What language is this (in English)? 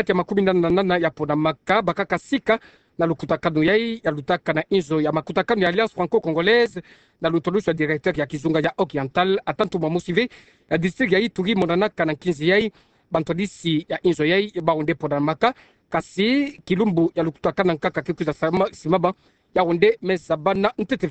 Kituba (Democratic Republic of Congo)